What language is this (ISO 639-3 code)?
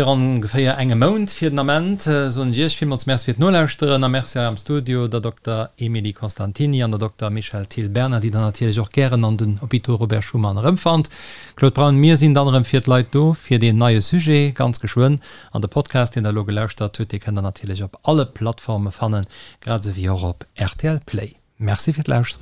ltz